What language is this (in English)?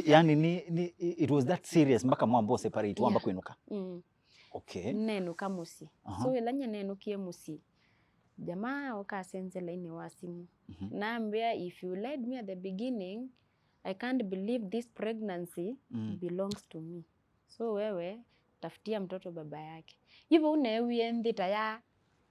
Kamba